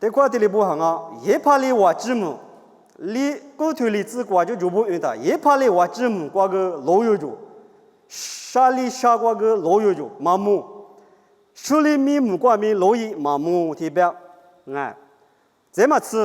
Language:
Lisu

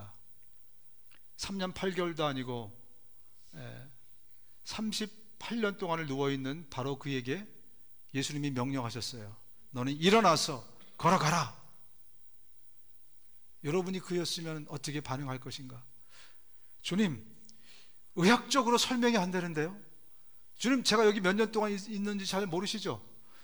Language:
Korean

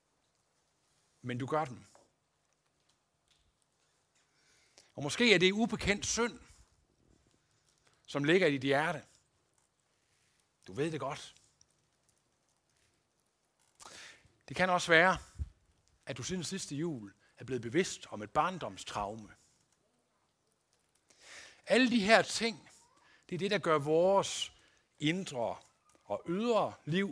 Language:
Danish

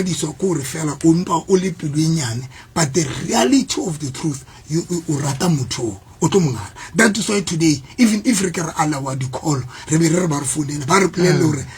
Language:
Southern Sotho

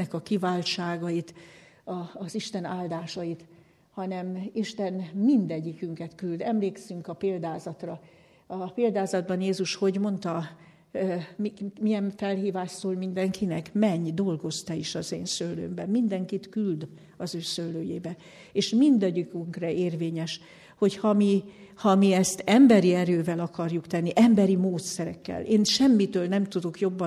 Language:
Hungarian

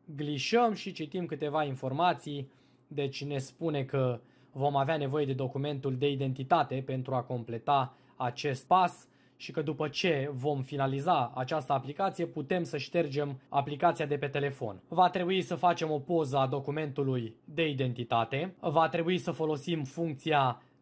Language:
Romanian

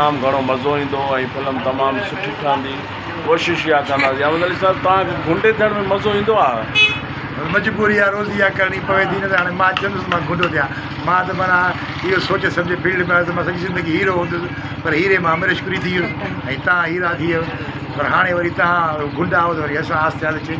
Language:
Sindhi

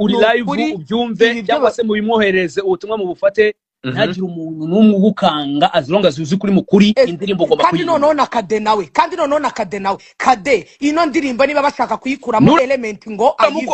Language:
Kinyarwanda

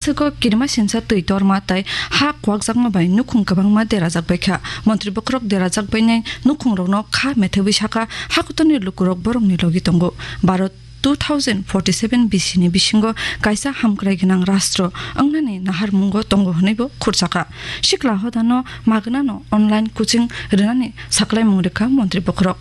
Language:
Kok Borok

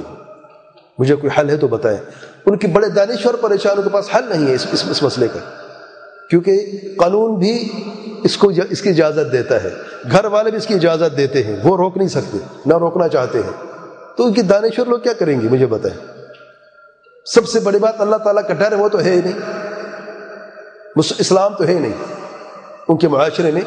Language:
Urdu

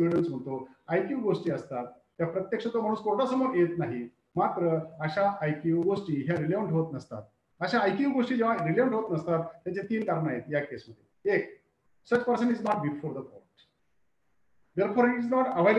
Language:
Marathi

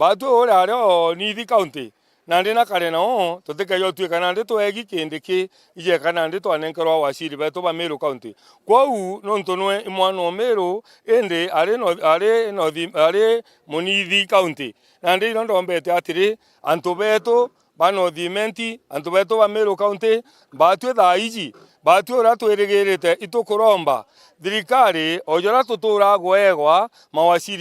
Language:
Meru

